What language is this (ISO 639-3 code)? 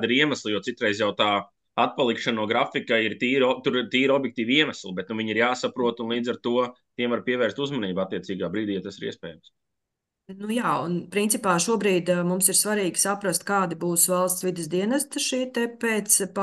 lav